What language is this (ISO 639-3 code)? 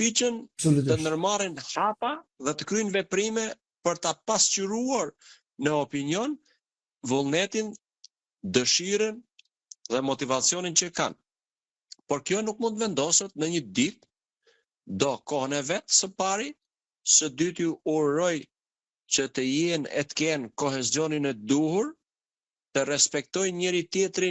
sqi